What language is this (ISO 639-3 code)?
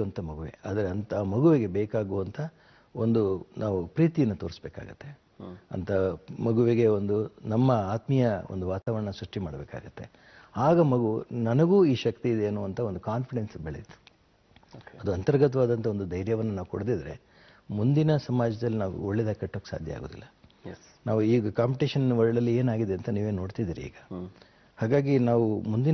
kan